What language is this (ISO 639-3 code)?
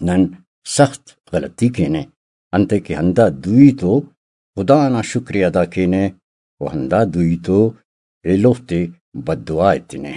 brh